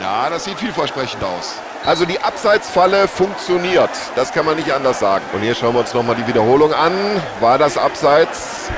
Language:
Bavarian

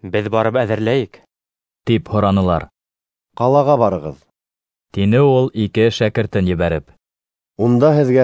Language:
Bashkir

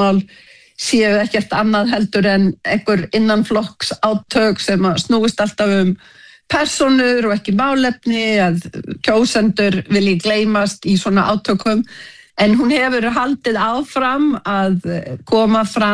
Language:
Icelandic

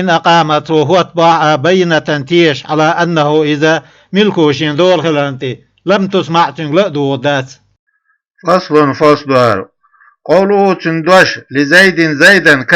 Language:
Chechen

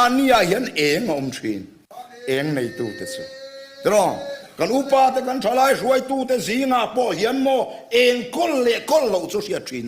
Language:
Mizo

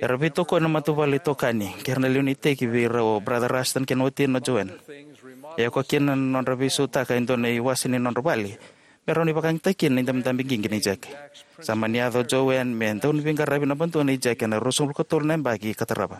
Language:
Fijian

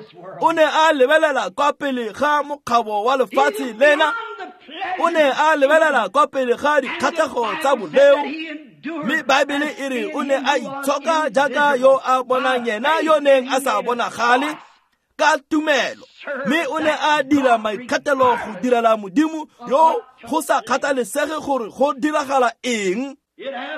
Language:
Tswana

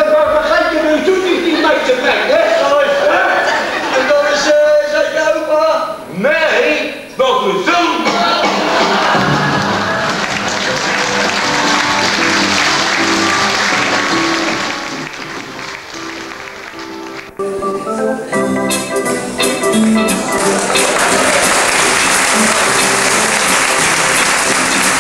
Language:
Dutch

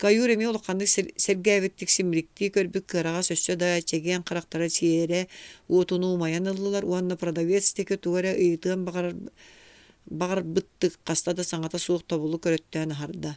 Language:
Yakut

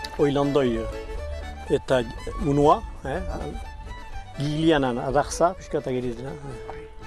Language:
Basque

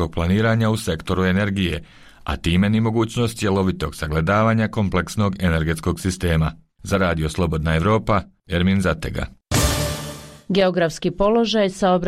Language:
Bosnian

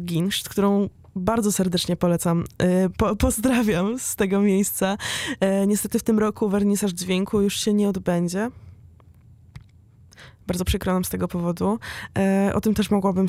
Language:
Polish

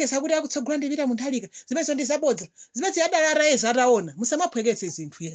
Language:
Nyanja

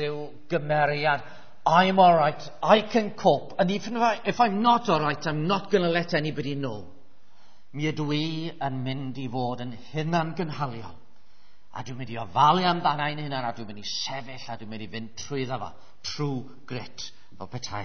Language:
Welsh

